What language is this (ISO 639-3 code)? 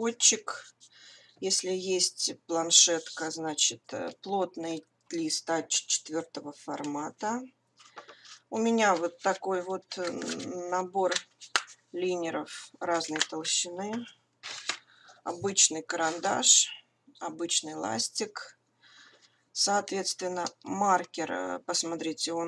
rus